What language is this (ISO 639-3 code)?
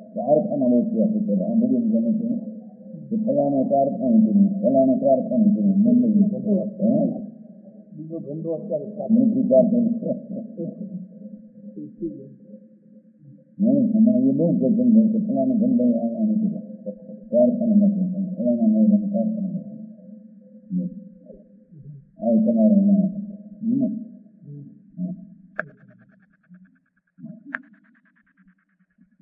guj